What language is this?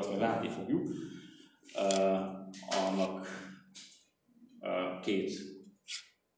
Hungarian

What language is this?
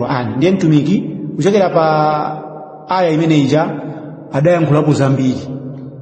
Nyanja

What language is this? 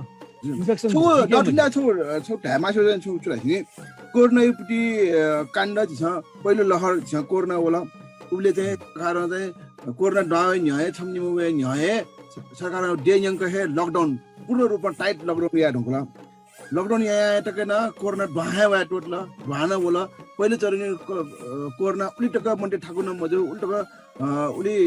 Newari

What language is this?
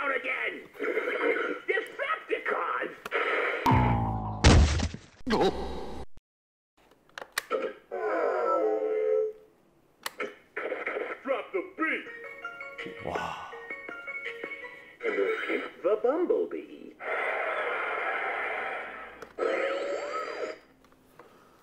Korean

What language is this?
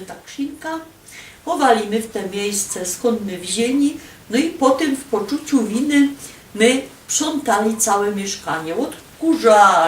Silesian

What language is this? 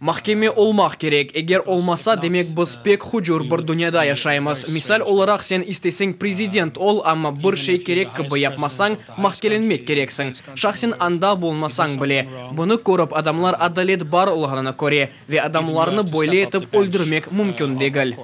Crimean Tatar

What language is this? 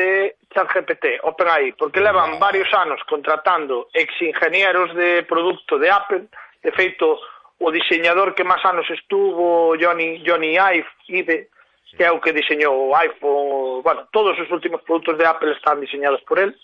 Galician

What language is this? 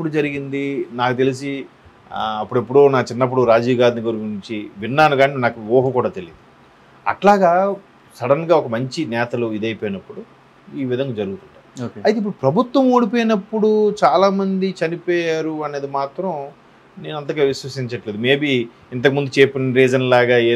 Telugu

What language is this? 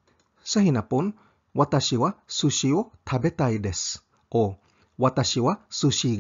Cebuano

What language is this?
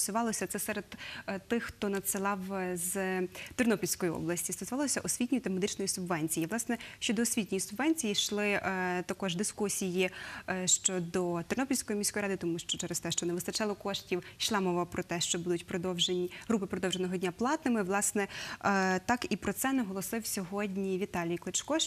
Ukrainian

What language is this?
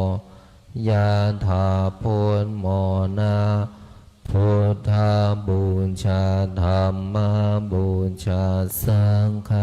Pali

